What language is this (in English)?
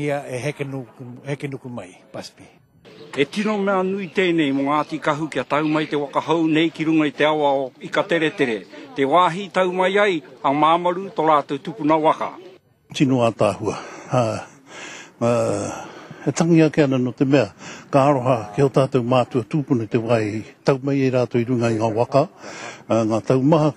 Māori